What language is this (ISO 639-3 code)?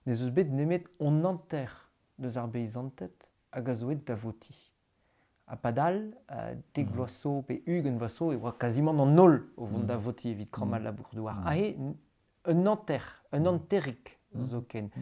bre